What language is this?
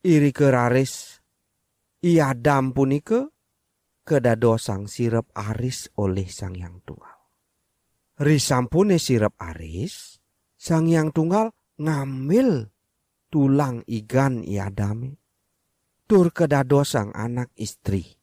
Balinese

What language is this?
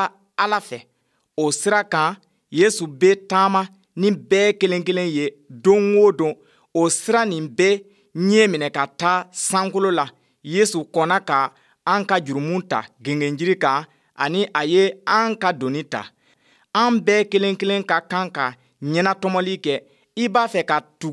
Bambara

